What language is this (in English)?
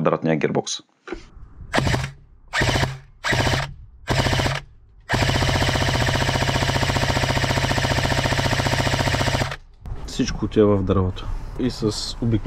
Bulgarian